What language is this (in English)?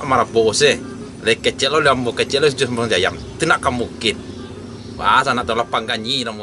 Minangkabau